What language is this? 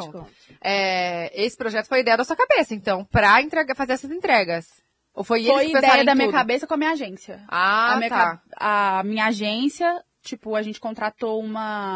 Portuguese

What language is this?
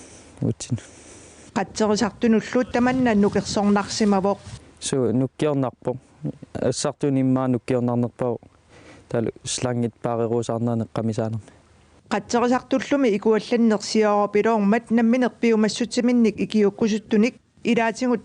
Kalaallisut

